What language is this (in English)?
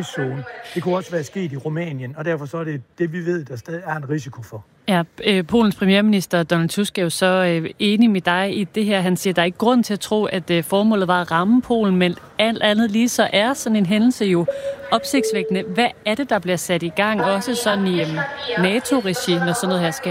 Danish